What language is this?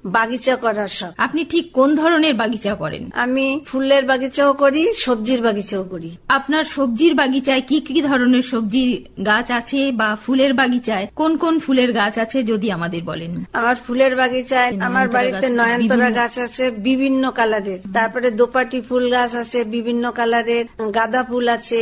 Bangla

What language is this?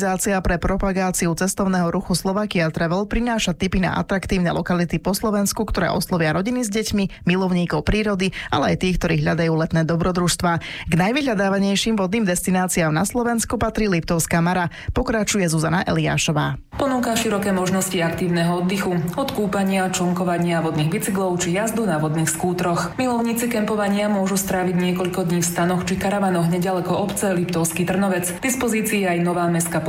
Slovak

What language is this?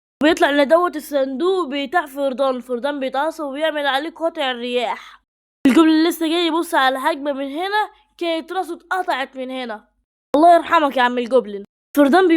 Egyptian Arabic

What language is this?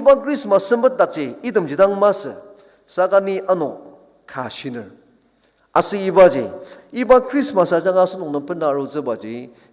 Ao Naga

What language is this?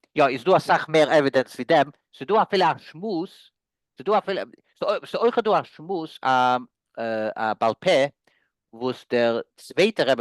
Yiddish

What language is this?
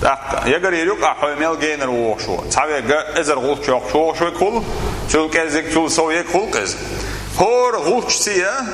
Chechen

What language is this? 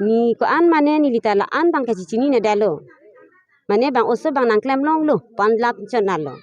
Karbi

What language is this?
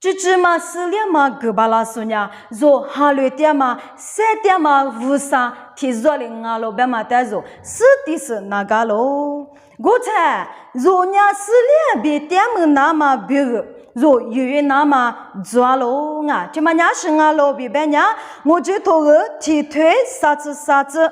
Lisu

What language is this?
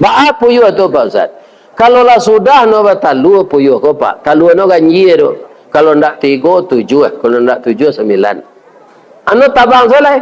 Minangkabau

